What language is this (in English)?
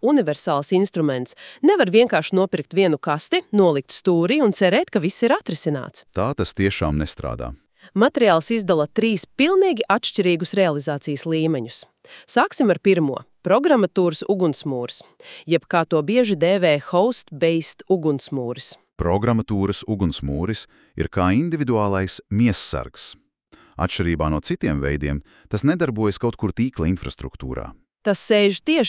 Latvian